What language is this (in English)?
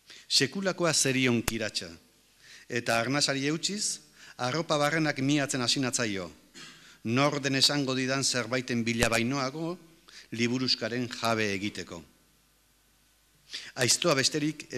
Basque